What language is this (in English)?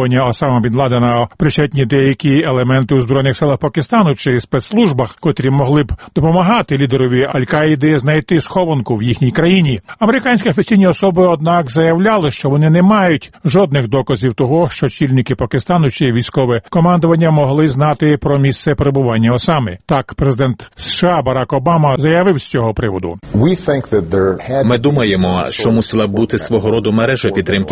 Ukrainian